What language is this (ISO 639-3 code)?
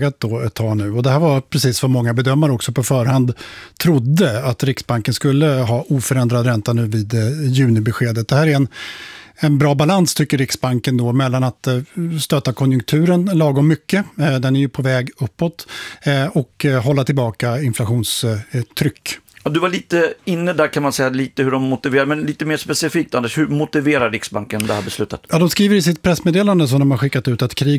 swe